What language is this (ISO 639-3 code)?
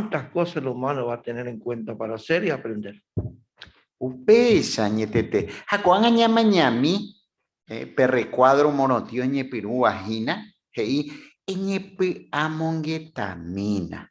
grn